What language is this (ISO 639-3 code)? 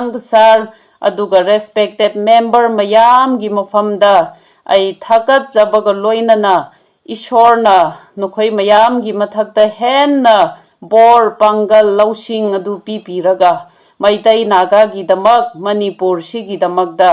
mni